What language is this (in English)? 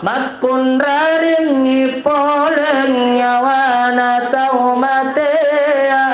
Makasar